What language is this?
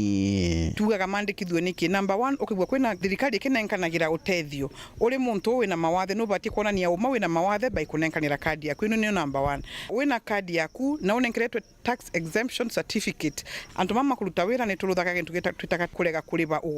Meru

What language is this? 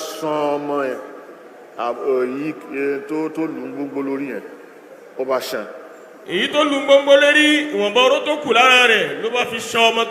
Yoruba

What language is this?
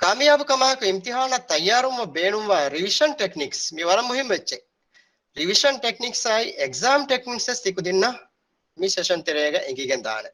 Divehi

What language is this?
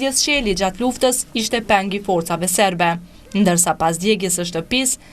Albanian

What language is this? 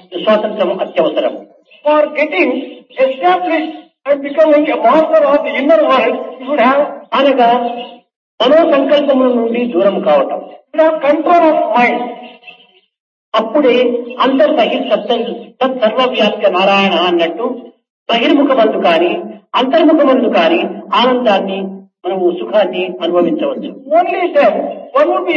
Telugu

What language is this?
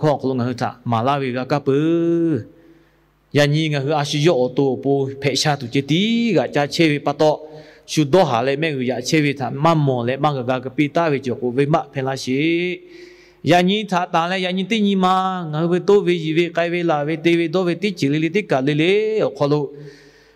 Lahu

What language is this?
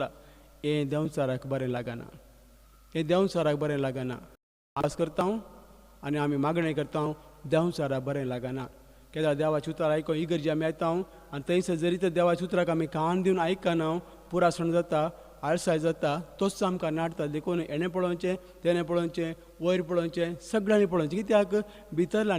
Konkani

